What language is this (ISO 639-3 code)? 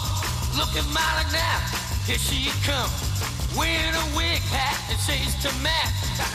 eng